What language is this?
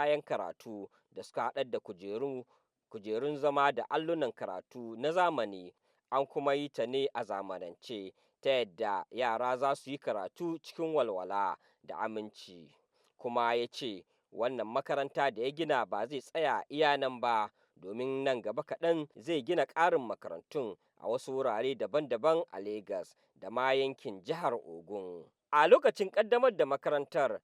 Hausa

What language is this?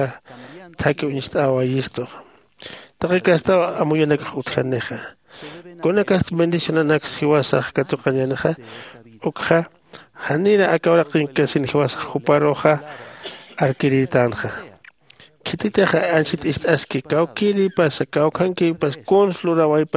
Aymara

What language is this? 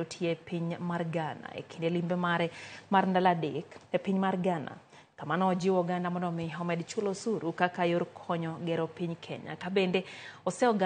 Luo (Kenya and Tanzania)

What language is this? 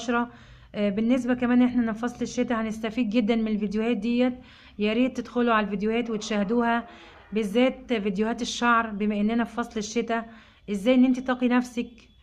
Egyptian Arabic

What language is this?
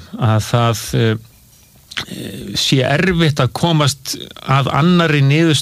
Icelandic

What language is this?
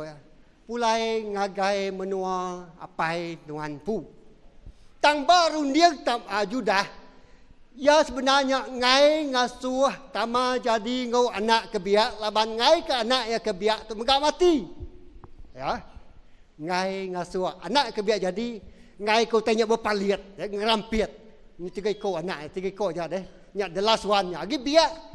Iban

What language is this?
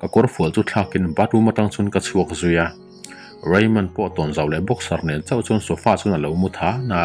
Mizo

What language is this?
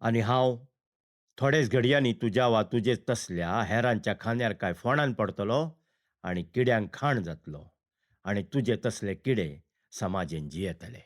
Konkani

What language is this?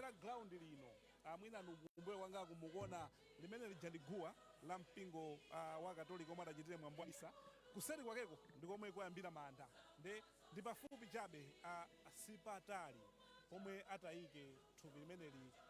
Nyanja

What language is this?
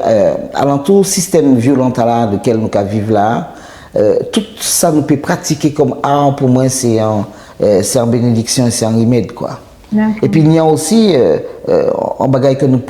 Guadeloupean Creole French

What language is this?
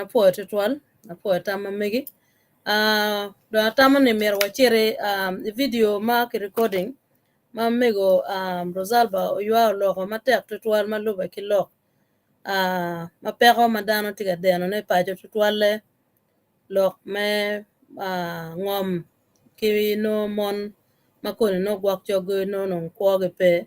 Acoli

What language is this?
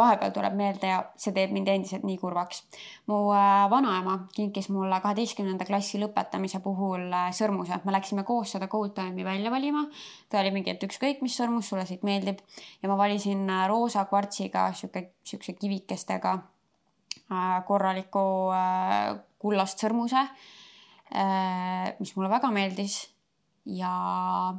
Estonian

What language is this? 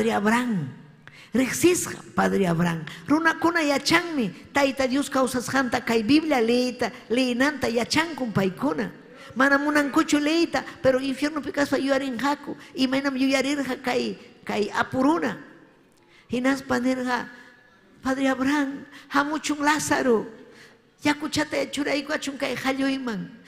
Ayacucho Quechua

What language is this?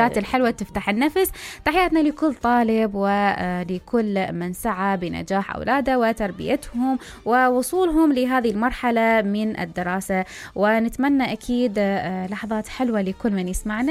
Mesopotamian Arabic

